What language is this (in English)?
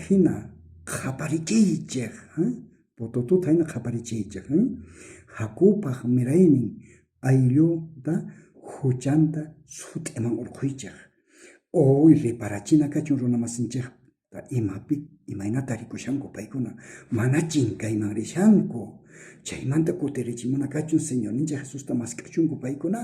South Bolivian Quechua